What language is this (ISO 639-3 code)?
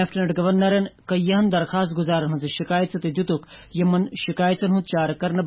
kas